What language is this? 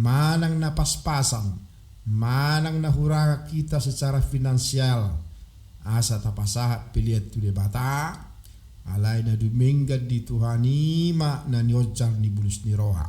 Batak Toba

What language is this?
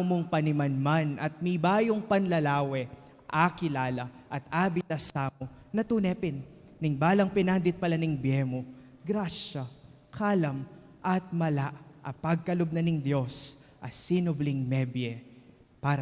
Pampanga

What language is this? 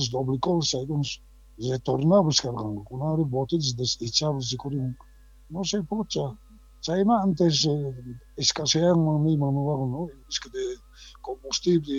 South Bolivian Quechua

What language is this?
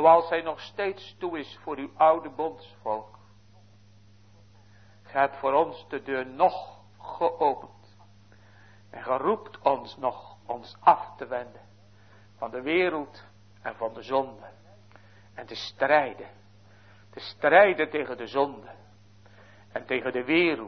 Dutch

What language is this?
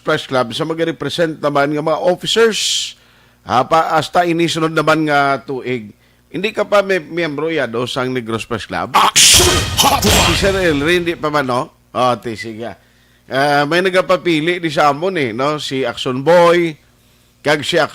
Hiligaynon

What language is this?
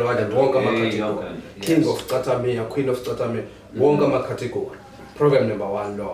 Zulu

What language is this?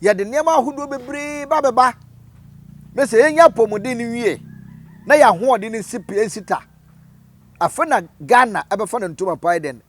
Akan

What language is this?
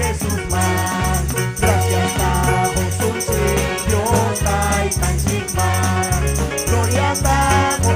Ayacucho Quechua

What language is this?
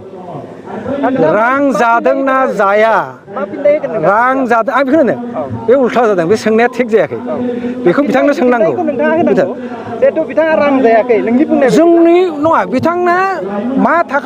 Bodo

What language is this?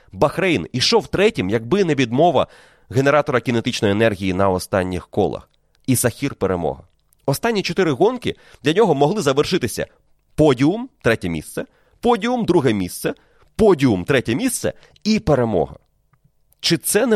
Ukrainian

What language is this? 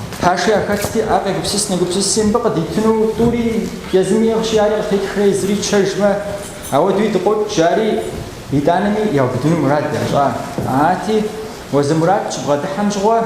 Kabardian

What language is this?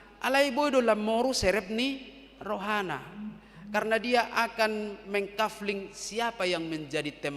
Batak Toba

